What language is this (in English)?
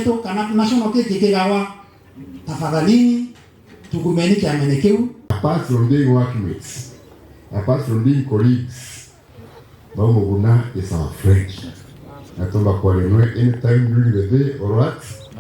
Meru